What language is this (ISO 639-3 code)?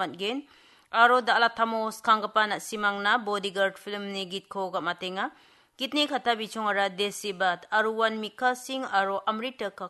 grt